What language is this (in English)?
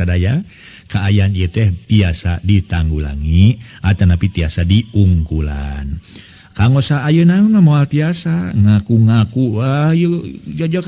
Sundanese